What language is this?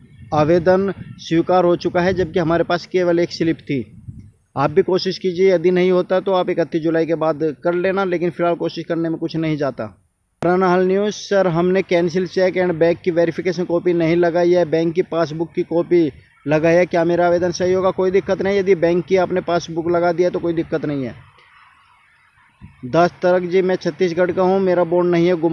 Hindi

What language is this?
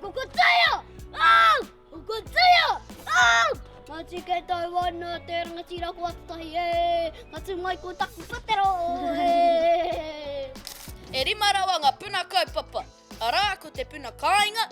Māori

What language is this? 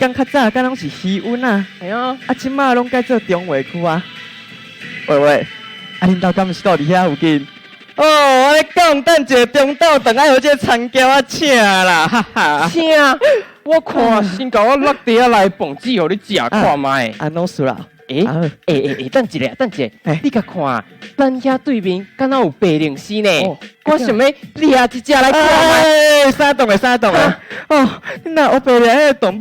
Min Nan Chinese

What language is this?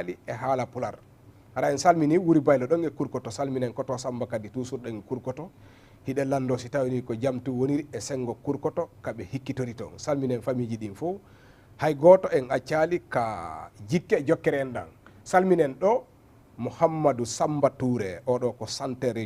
Fula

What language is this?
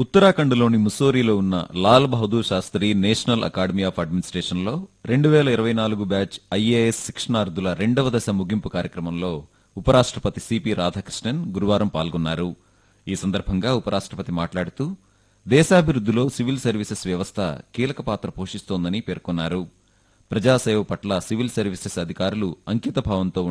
Telugu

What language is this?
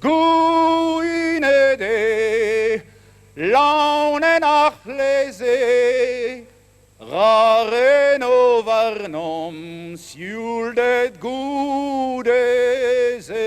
Breton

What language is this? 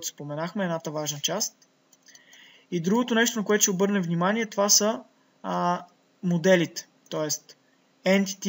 Bulgarian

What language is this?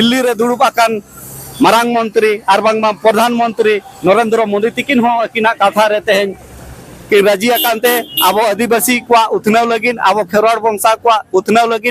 Santali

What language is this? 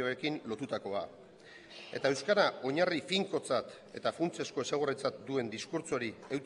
Basque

